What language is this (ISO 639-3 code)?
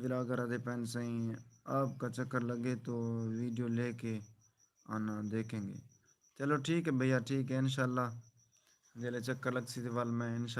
skr